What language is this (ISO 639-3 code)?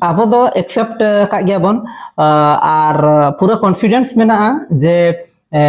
sat